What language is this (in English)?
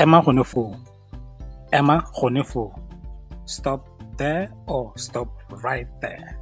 Tswana